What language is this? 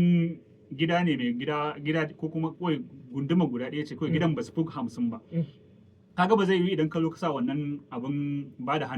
Hausa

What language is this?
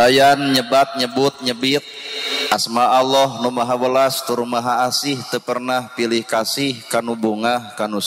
Sundanese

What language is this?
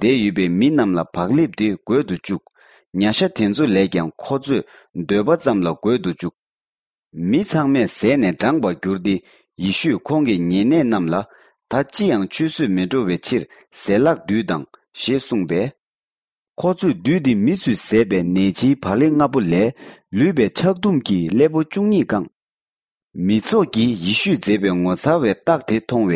Tibetan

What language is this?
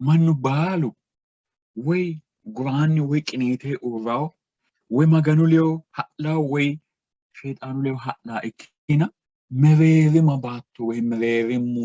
Sidamo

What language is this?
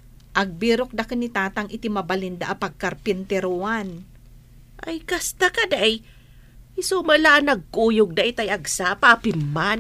Iloko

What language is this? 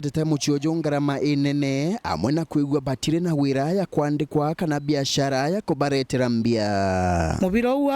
Meru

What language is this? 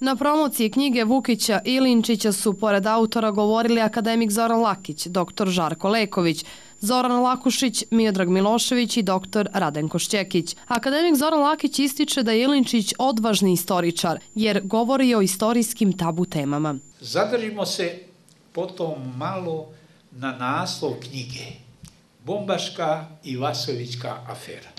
Bosnian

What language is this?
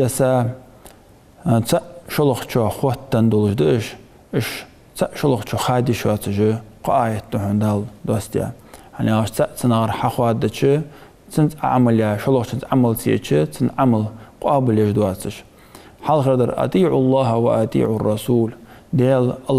Ingush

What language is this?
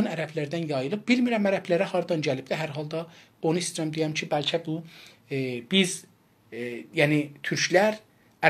South Azerbaijani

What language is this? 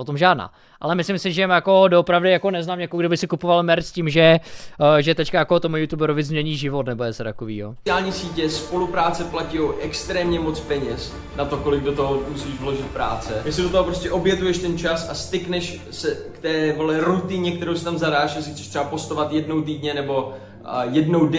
Czech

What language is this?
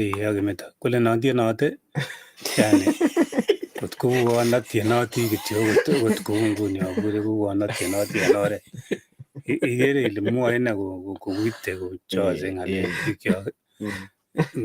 Kalenjin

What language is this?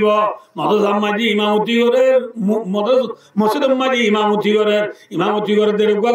Rohingya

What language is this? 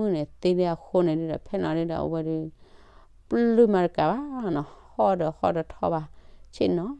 S'gaw Karen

